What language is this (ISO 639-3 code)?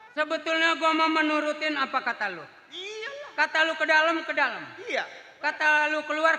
bew